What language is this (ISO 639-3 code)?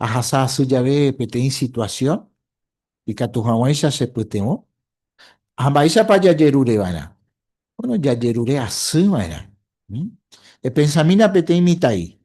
grn